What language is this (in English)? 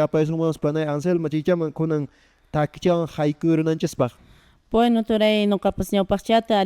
Quechua